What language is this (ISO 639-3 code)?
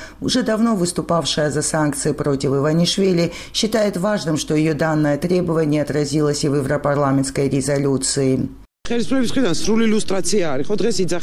rus